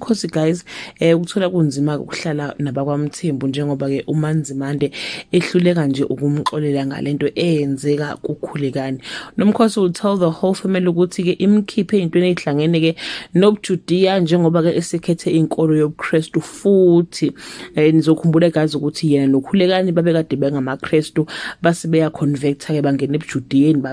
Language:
Zulu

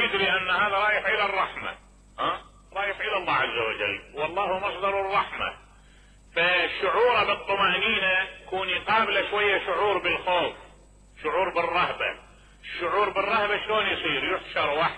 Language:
Mesopotamian Arabic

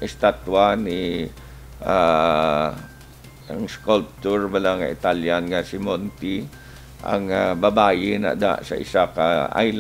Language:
Hiligaynon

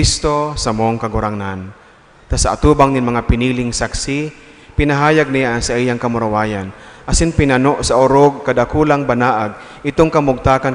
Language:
Bikol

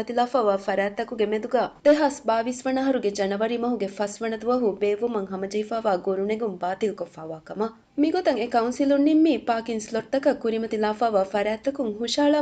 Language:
Divehi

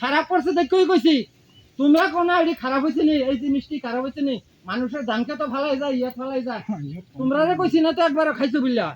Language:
Kok Borok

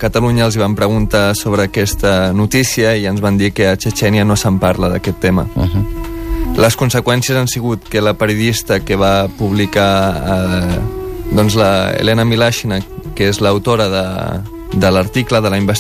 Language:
Catalan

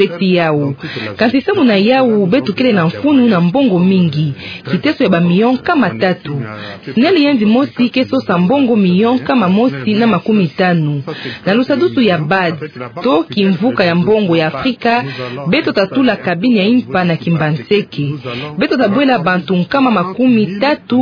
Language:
Kituba (Democratic Republic of Congo)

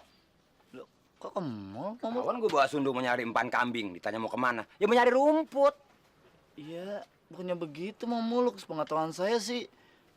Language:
Betawi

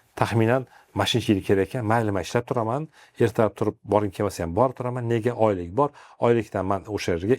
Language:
Uzbek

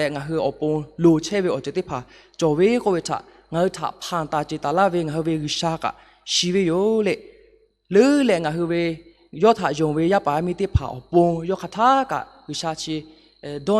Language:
Lahu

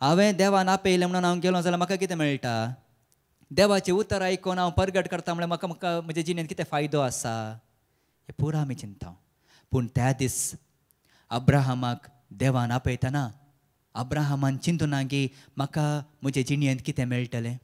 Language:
Konkani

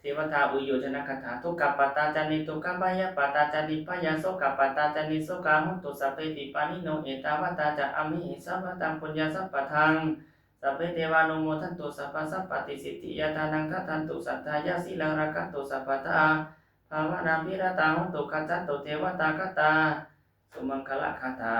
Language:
Pali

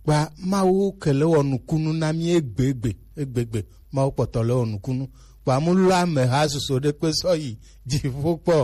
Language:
Gen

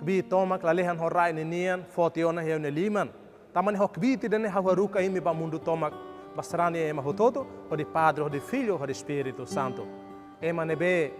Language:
Tetum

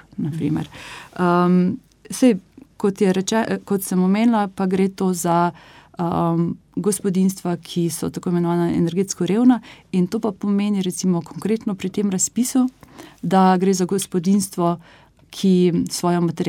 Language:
Slovenian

